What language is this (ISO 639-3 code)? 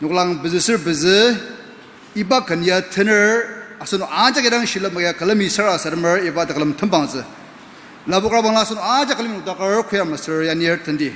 njo